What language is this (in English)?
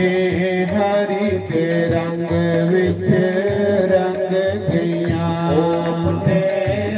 Dogri